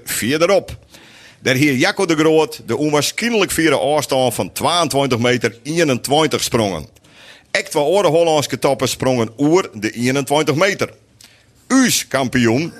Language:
Western Frisian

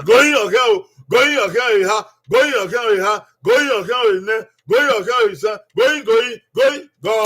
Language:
Bini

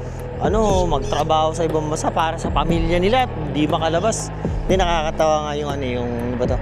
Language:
Filipino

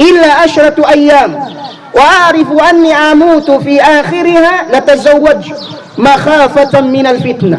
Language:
Tausug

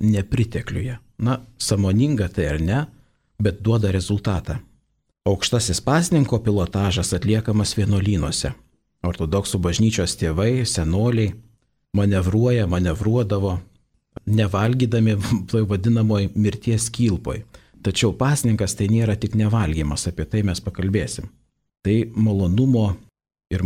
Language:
Lithuanian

